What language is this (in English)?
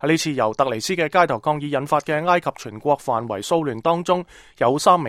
Cantonese